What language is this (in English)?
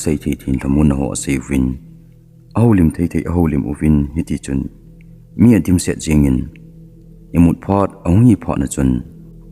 Thado Chin